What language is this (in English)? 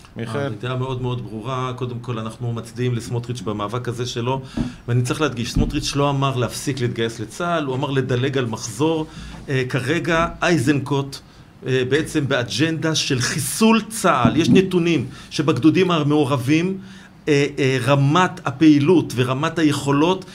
Hebrew